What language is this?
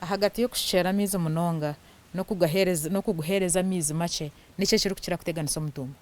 Nyankole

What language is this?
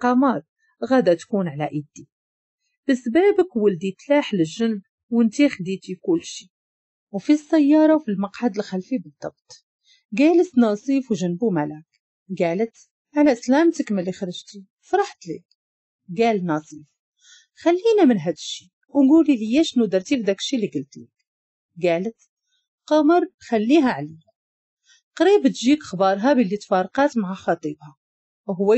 Moroccan Arabic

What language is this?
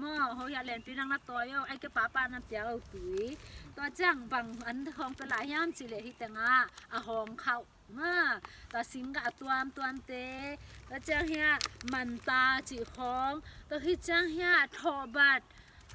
Tedim Chin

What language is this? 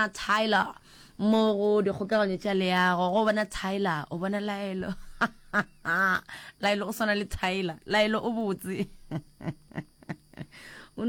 Northern Sotho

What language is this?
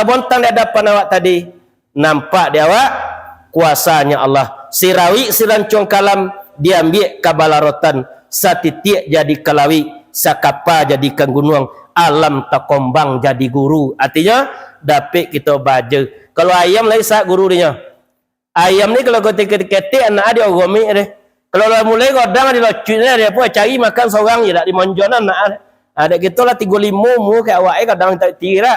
Minangkabau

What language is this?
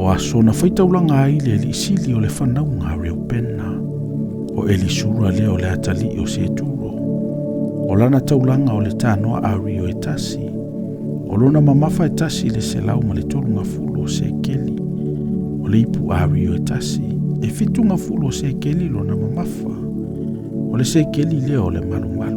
Samoan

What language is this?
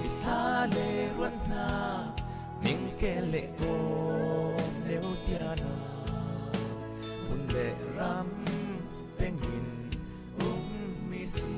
Falam Chin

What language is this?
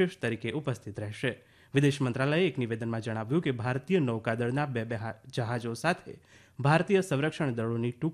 Gujarati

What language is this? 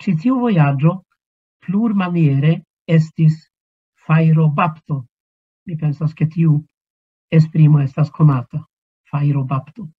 Esperanto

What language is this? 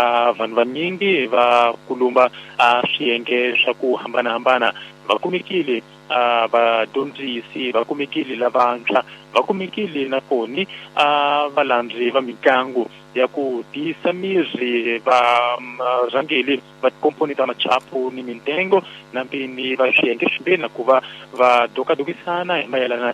Tsonga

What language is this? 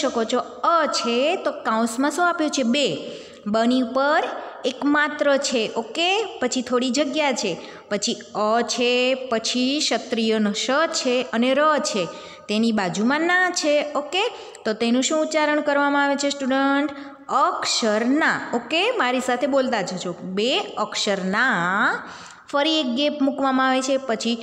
Gujarati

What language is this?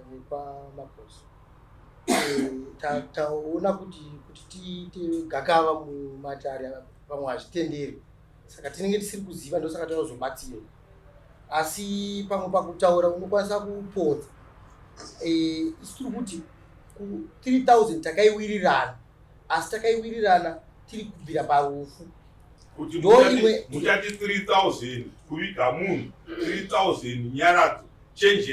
Shona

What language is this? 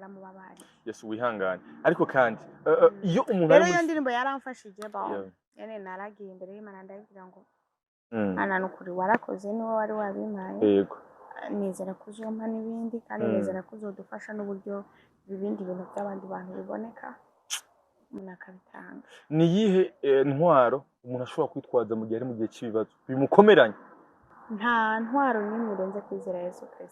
Rundi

